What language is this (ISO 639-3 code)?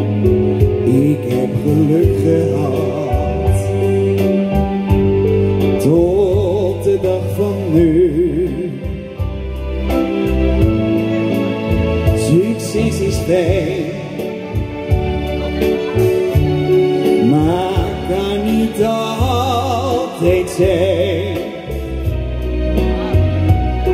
nld